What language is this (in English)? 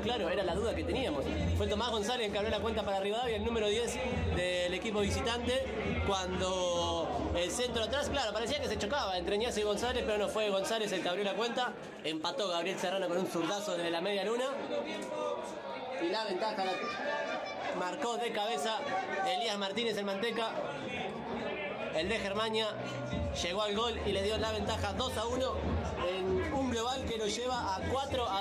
Spanish